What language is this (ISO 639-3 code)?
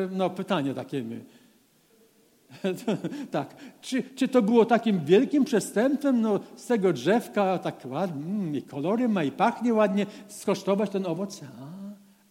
pol